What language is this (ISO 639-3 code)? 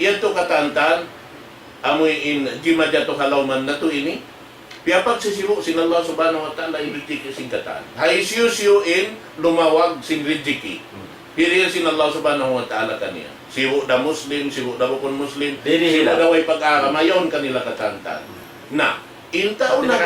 tsg